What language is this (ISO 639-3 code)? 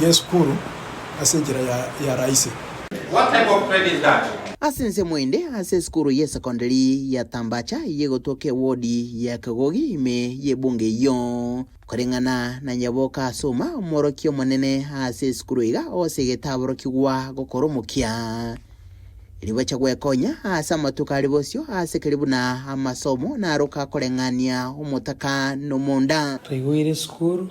guz